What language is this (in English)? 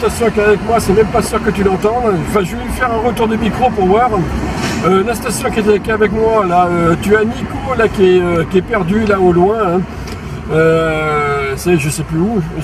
French